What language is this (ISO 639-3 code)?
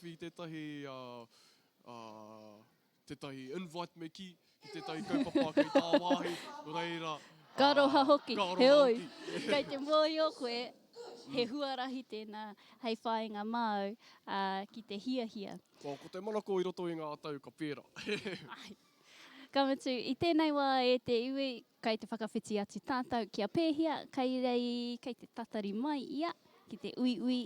mri